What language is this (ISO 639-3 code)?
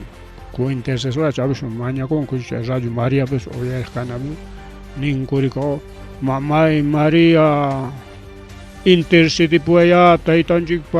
quy